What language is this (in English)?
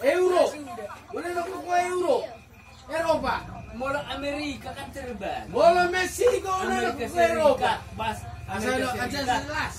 Batak Toba